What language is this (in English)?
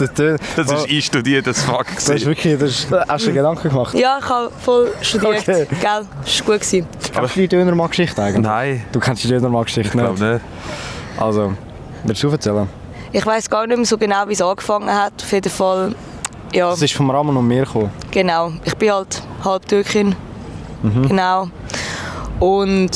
Swiss German